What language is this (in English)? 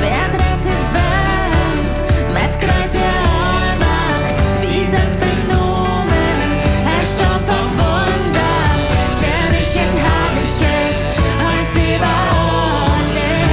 Plautdietsch